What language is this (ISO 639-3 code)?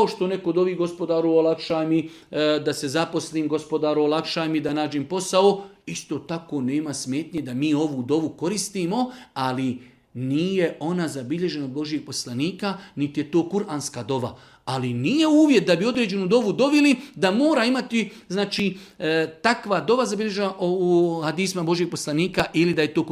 bos